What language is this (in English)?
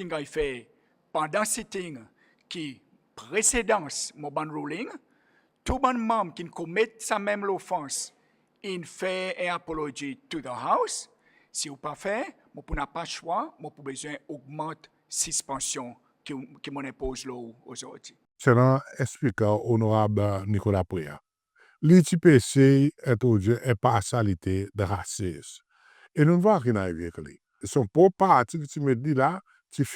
Seselwa Creole French